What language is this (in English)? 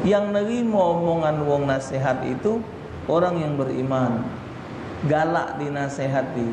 Musi